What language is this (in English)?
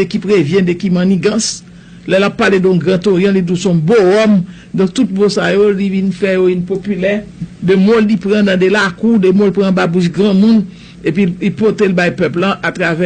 Haitian Creole